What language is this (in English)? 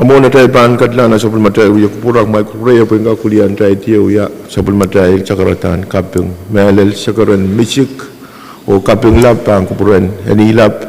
Pohnpeian